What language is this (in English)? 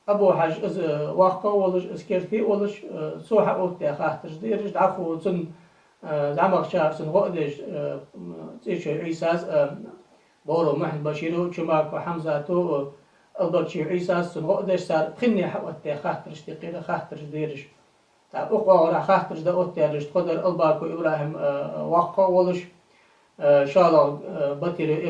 Ingush